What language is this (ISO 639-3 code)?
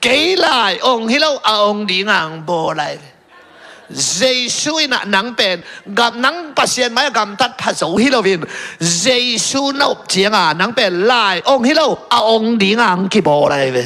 ctd